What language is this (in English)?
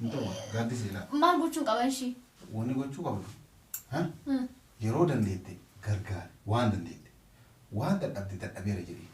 Oromo